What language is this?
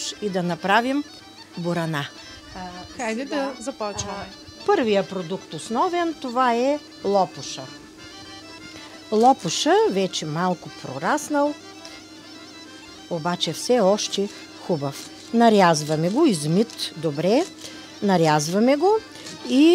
Bulgarian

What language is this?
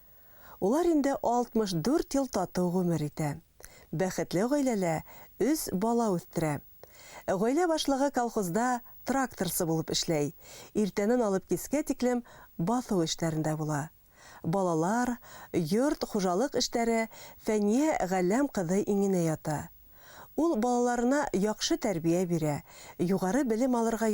Bashkir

